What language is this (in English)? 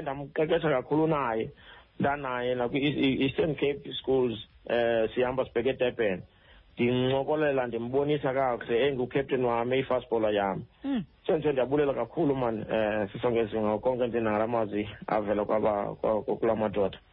Xhosa